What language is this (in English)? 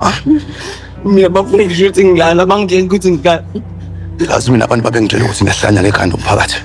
Zulu